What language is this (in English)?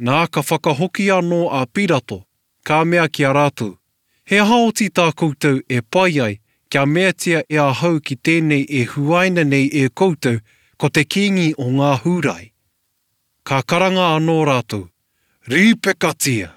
Māori